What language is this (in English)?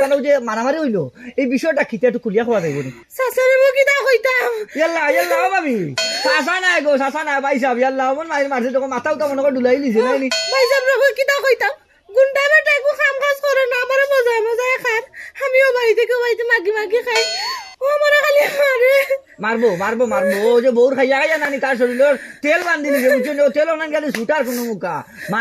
Sylheti